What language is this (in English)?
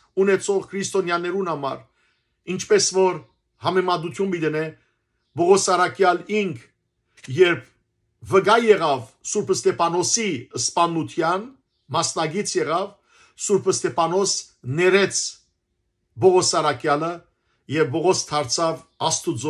Western Armenian